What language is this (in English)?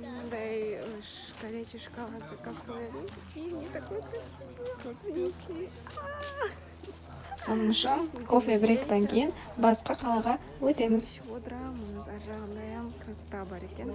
Kara-Kalpak